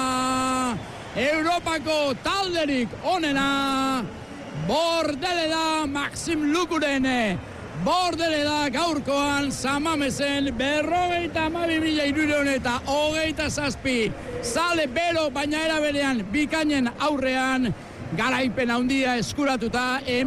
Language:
Basque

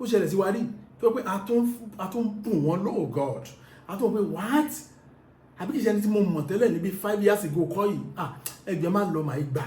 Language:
Yoruba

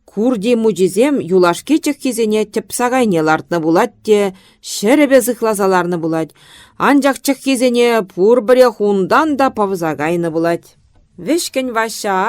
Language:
Chuvash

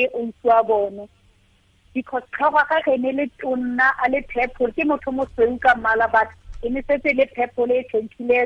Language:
Tswana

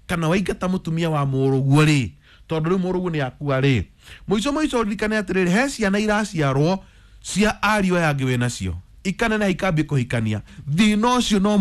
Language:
Kikuyu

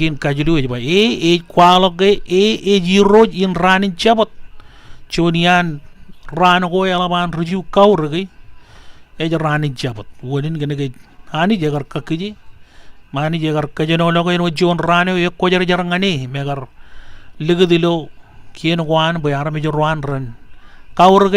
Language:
Marshallese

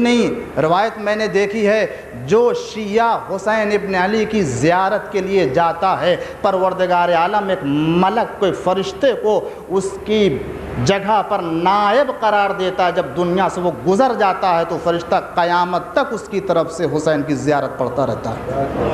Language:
Urdu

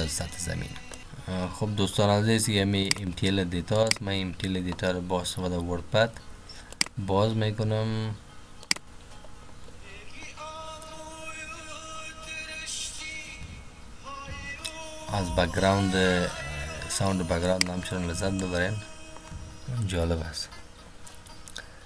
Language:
Persian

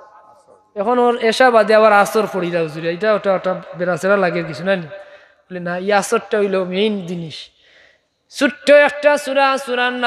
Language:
Sylheti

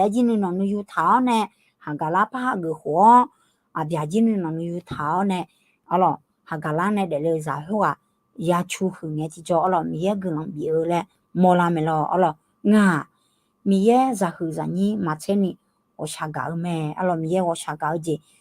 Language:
Akha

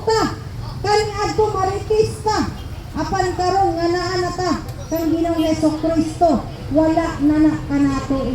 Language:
Cebuano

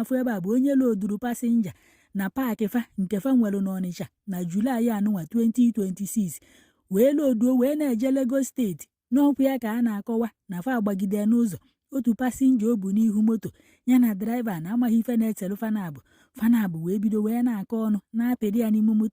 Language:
Igbo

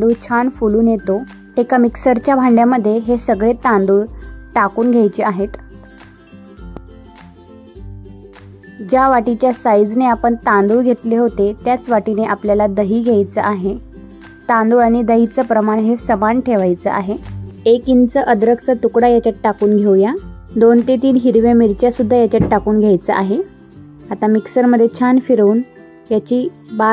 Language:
Marathi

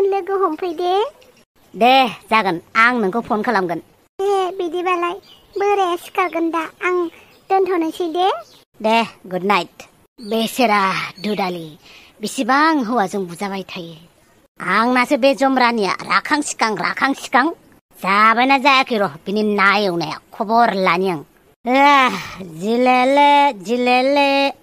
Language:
Bodo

